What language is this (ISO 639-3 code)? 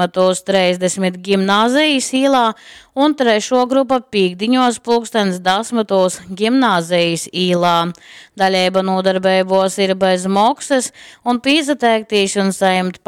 ltg